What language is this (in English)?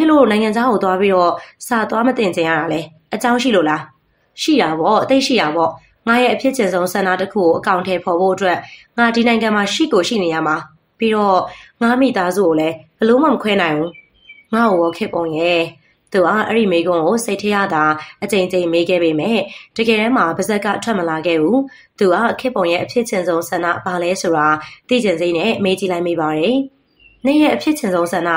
Burmese